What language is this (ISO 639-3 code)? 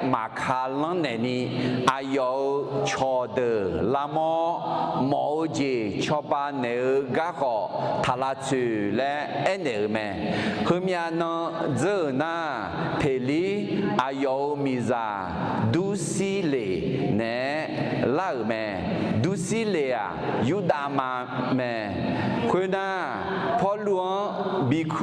ahk